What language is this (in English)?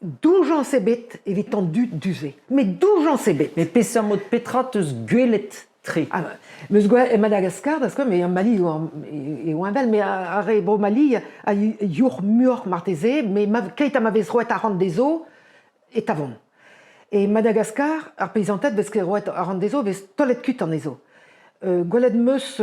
Breton